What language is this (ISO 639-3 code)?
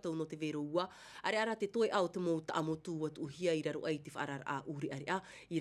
tah